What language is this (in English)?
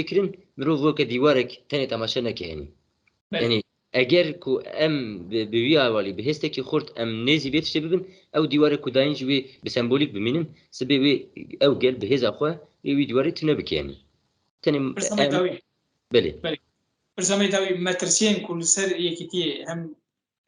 Kurdish